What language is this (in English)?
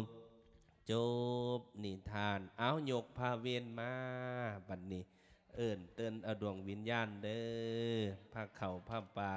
Lao